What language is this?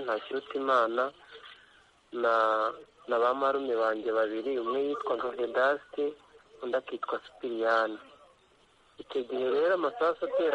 Kinyarwanda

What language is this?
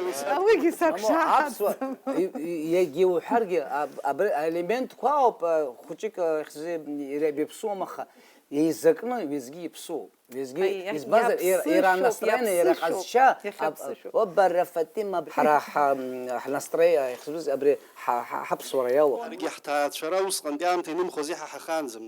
Abkhazian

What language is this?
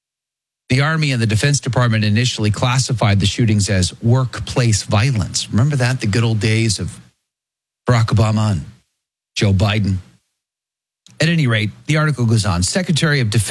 English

